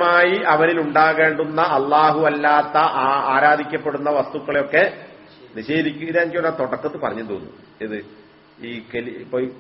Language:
Malayalam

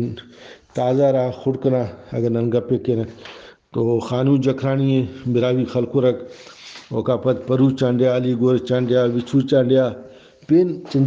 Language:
Brahui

